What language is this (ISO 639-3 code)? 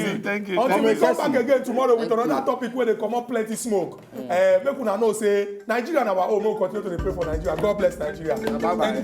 pcm